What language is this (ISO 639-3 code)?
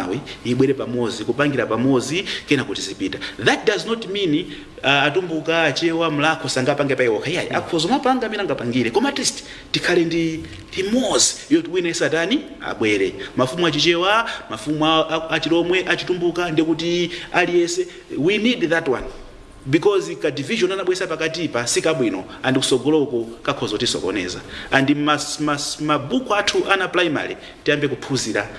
nya